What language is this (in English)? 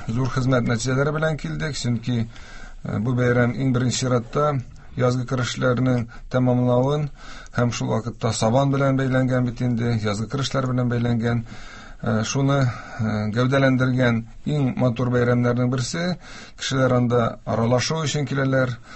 Tatar